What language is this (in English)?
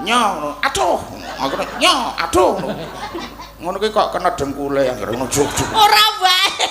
Javanese